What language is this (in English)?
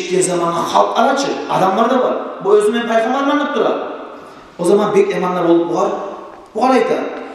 Kumyk